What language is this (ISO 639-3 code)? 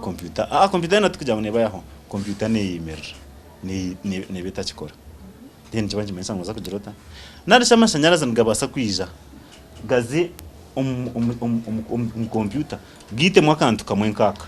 nyn